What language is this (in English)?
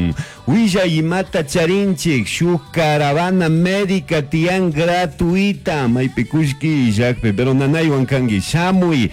Chimborazo Highland Quichua